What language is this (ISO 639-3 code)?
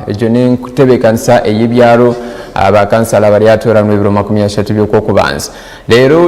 nyn